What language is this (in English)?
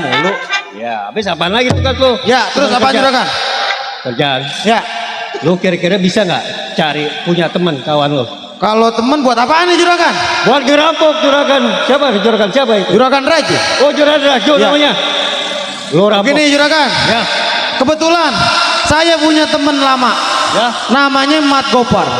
Betawi